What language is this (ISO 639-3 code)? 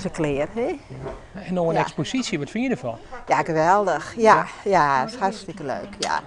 fry